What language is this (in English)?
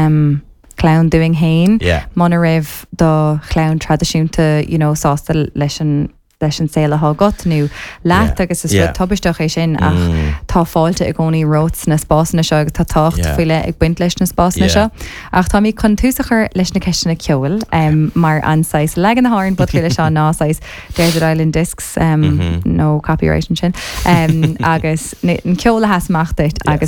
Irish